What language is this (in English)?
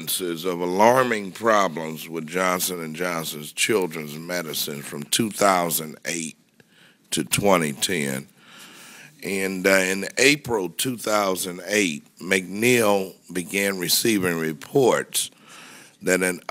English